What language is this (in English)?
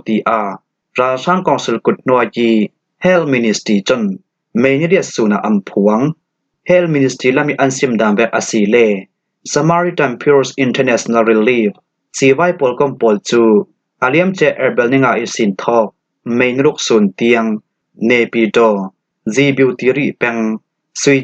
Falam Chin